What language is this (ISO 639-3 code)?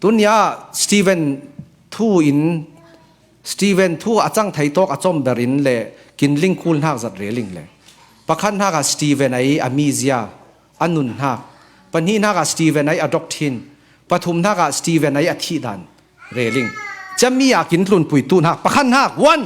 cfm